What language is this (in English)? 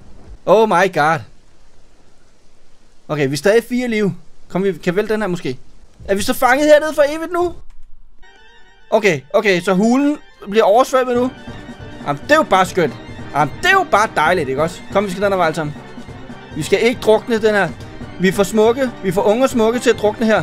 Danish